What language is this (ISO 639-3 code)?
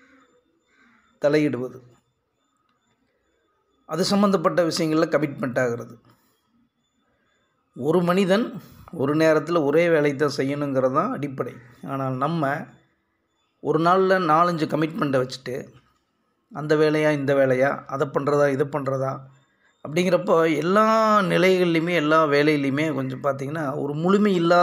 tam